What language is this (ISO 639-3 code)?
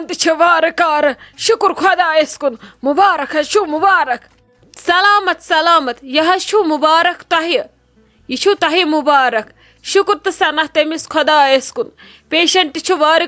kas